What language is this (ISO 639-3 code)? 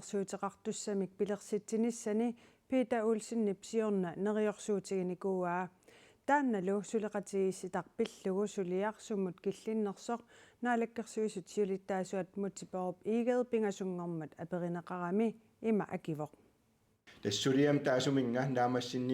kal